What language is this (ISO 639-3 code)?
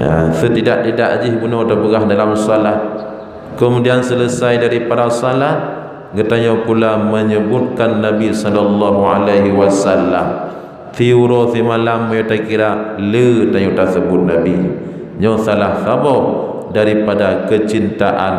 ace